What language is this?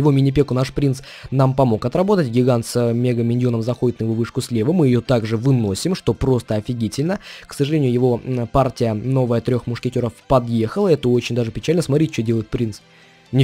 Russian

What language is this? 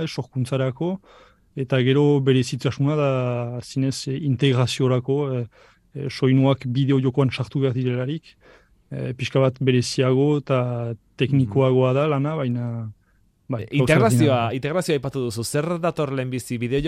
Basque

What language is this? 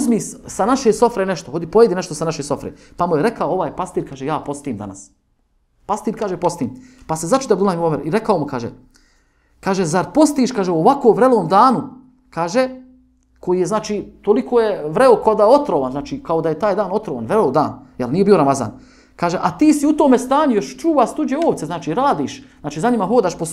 Bosnian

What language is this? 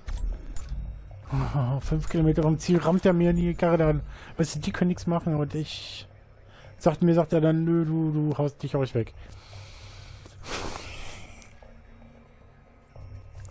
German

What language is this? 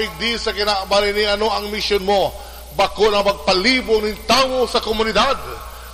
Bikol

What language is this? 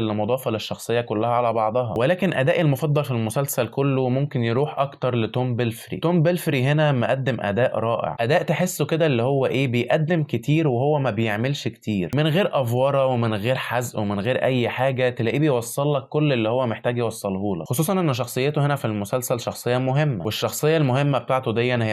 Egyptian Arabic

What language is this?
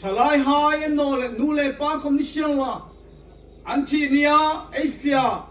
Hmar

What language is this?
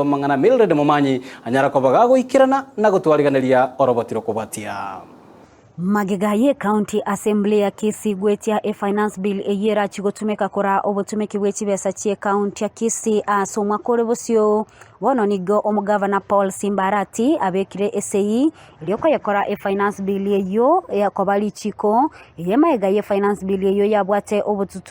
Gusii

